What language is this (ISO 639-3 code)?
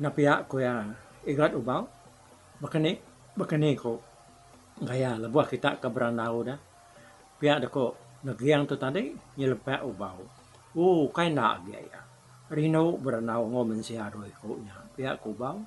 iba